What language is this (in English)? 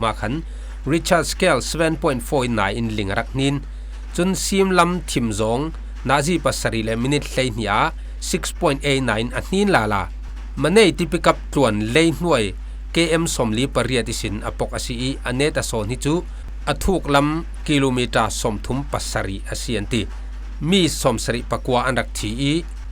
Falam Chin